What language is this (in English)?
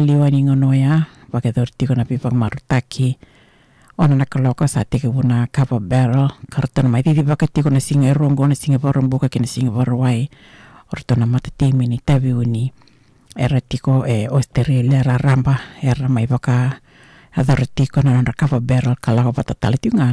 Fijian